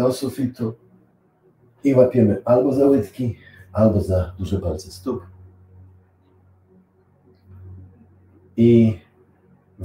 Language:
Polish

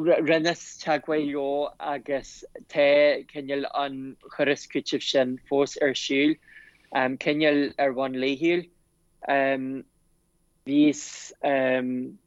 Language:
Irish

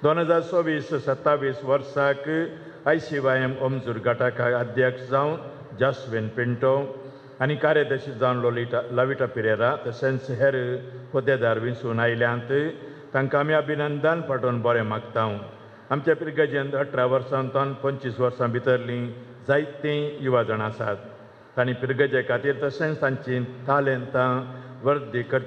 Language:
Konkani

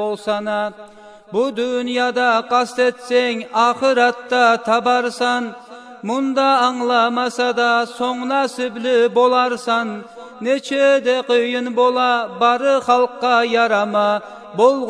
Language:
Kumyk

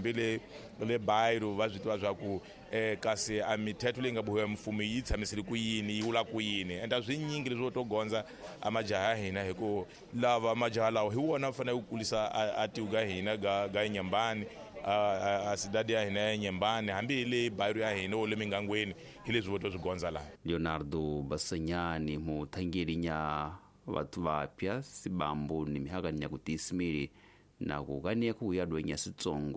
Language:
Tsonga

